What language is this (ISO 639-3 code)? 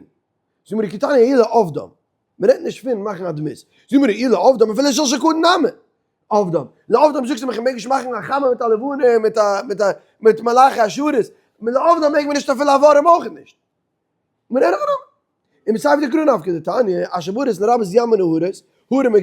yid